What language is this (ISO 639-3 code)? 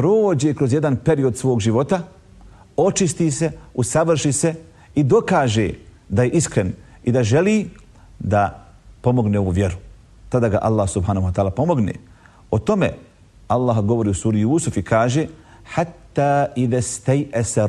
bos